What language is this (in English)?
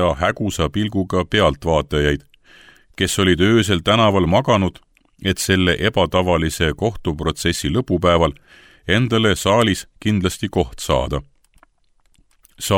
Estonian